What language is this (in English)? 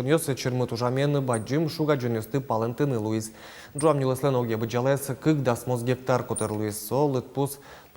Udmurt